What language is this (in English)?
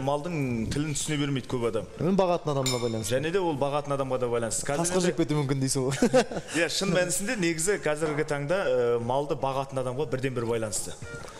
Kazakh